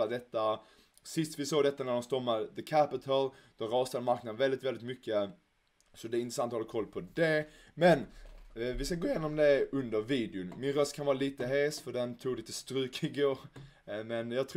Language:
Swedish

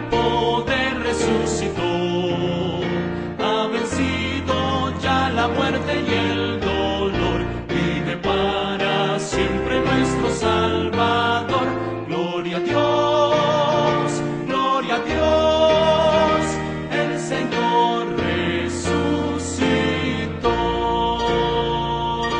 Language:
Spanish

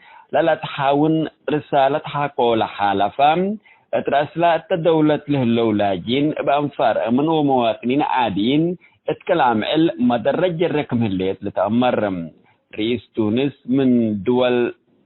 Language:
Tigre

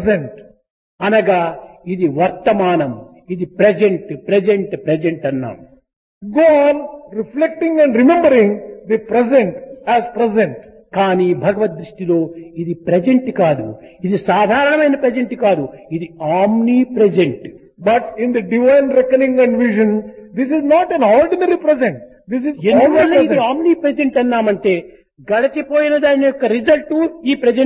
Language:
Telugu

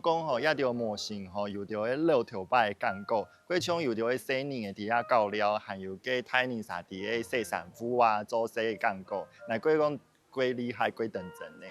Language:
Hakka Chinese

